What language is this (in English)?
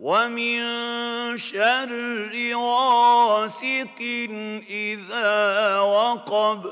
Uyghur